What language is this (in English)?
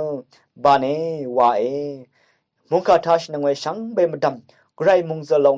Rawang